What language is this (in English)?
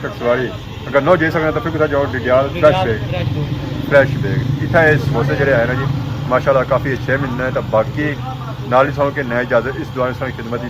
Pahari-Potwari